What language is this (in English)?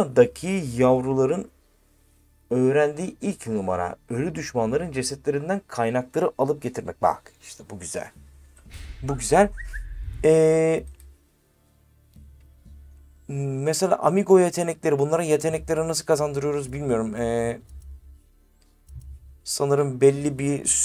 Turkish